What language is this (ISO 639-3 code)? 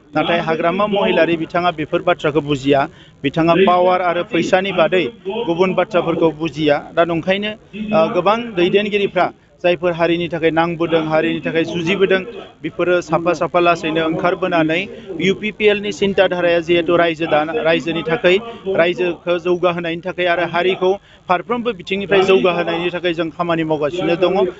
brx